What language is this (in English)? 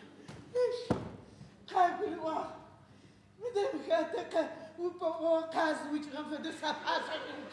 Adyghe